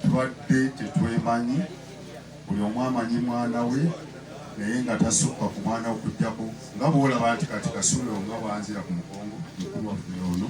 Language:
Ganda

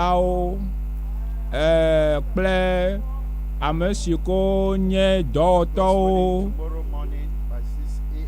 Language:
Ewe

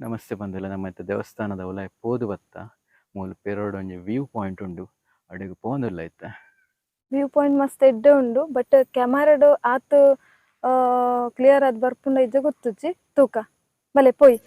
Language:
Tulu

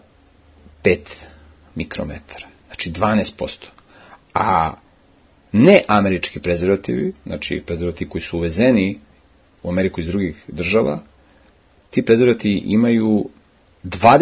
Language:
Serbian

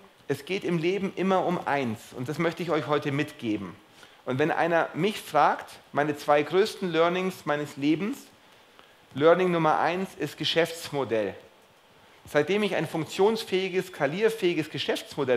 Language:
German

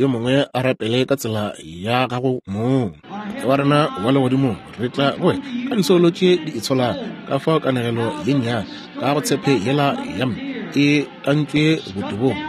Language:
Northern Sotho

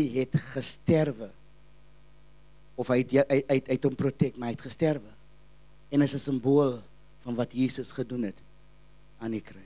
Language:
Afrikaans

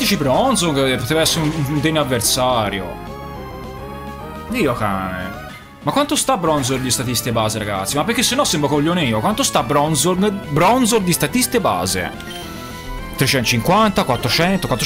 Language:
Italian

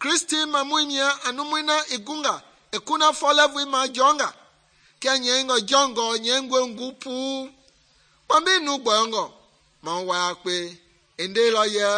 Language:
Mende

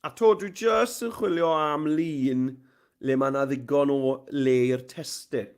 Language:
Welsh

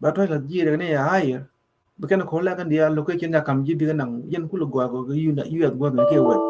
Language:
Nuer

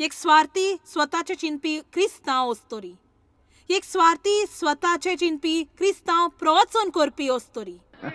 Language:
Konkani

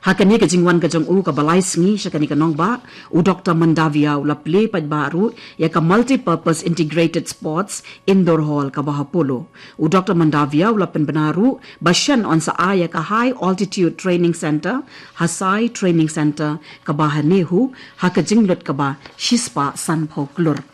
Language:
Khasi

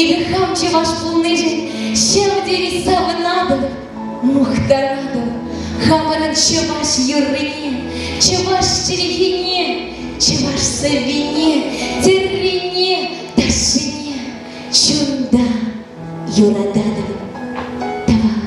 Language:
Chuvash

